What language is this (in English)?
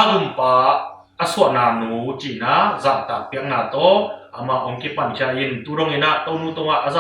Tedim Chin